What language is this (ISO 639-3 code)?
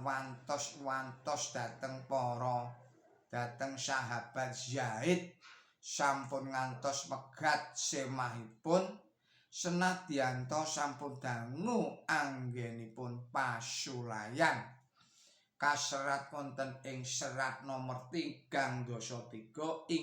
jav